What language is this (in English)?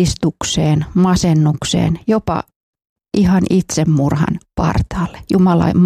Finnish